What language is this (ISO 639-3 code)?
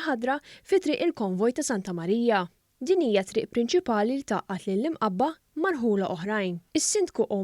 mlt